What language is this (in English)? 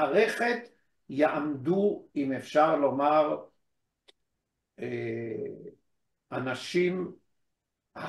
Hebrew